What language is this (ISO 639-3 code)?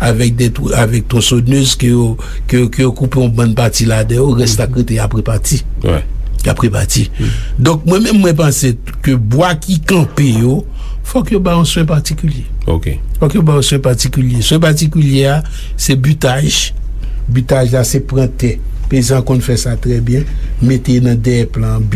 hat